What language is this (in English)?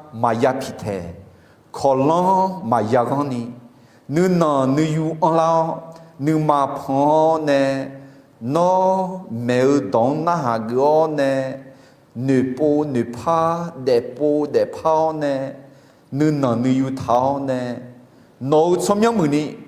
Akha